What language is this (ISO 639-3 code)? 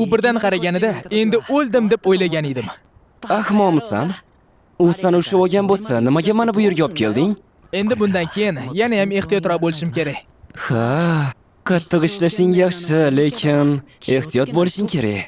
uzb